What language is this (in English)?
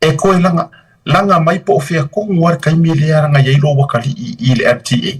Samoan